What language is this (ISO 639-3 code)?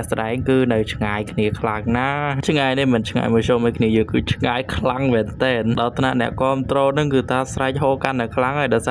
khm